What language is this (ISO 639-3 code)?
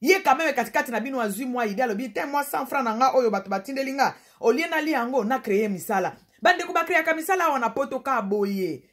lin